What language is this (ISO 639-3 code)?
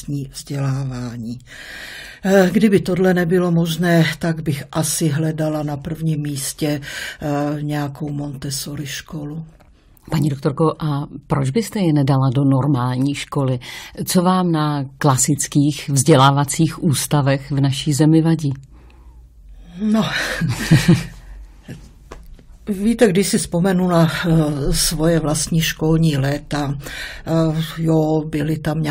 ces